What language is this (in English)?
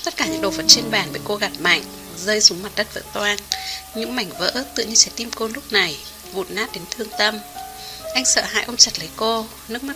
Vietnamese